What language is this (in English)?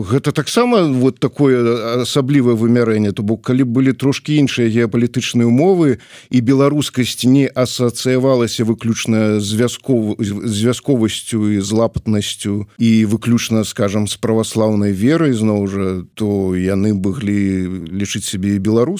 Belarusian